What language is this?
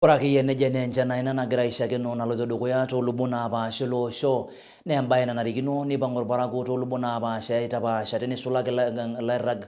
Masai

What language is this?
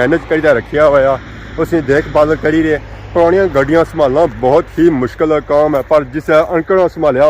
Pahari-Potwari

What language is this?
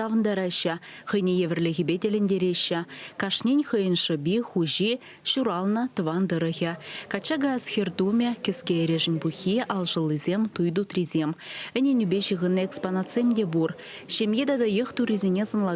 Chuvash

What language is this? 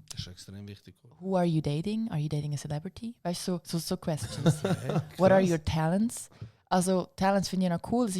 Swiss German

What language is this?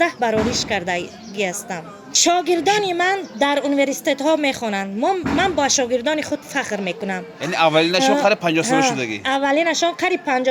Tajik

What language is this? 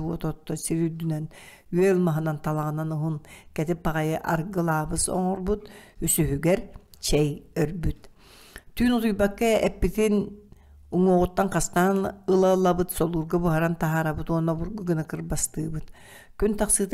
Yakut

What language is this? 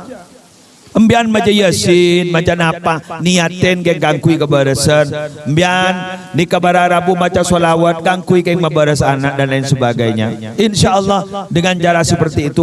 Madurese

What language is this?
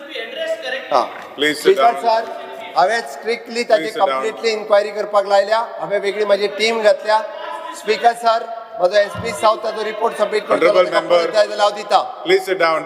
Konkani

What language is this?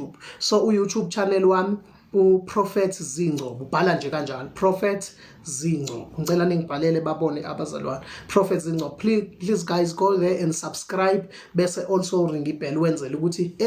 Zulu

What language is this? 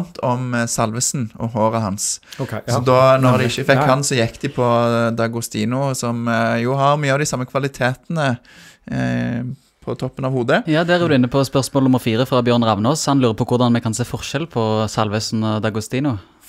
Norwegian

